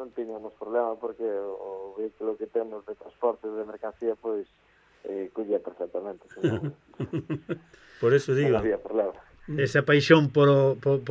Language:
Galician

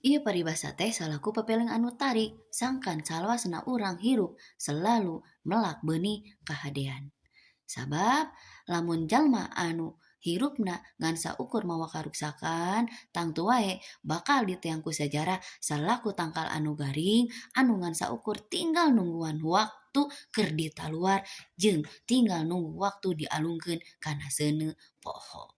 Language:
Sundanese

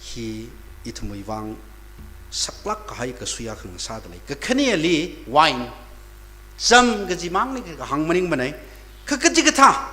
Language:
Tangkhul Naga (India)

